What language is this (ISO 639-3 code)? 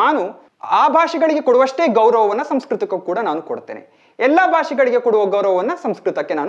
kan